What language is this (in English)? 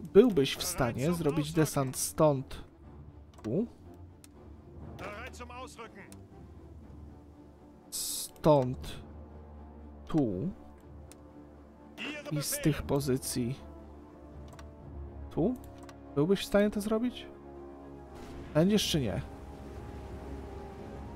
Polish